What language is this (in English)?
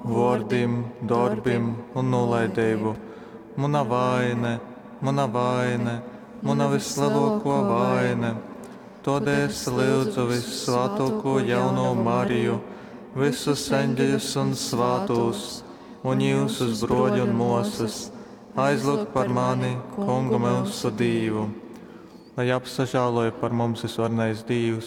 Latgalian